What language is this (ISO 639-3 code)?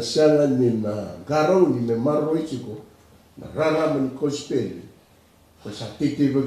fij